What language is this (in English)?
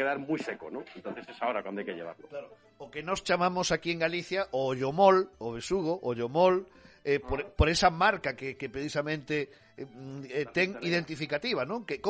Galician